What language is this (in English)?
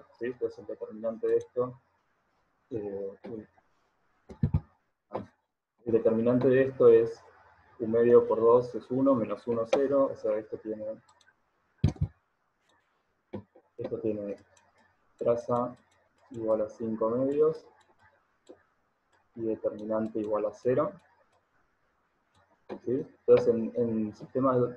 Spanish